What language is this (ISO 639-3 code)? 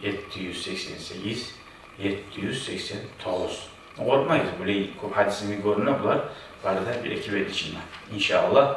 kum